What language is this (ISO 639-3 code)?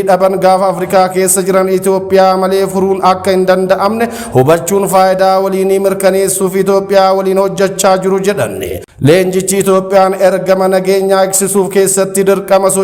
orm